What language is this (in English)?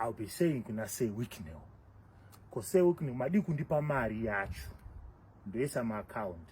Shona